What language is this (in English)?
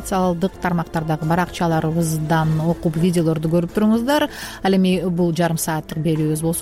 Kyrgyz